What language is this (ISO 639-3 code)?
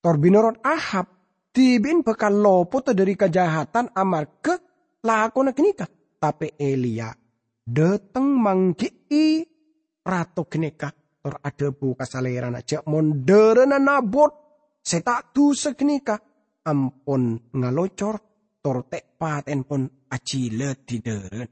mad